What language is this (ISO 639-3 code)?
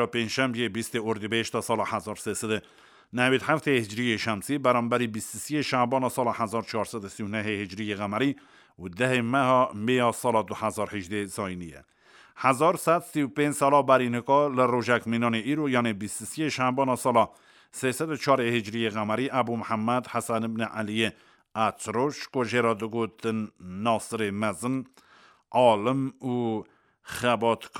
kur